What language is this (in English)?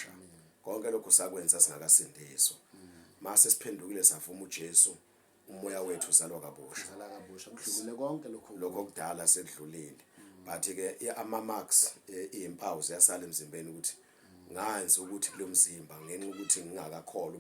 Zulu